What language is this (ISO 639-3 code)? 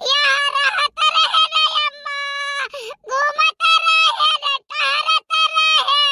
awa